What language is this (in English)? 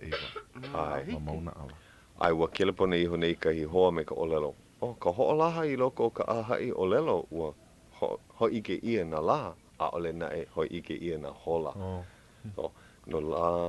Hawaiian